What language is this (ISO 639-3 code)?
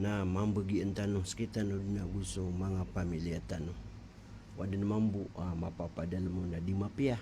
mrw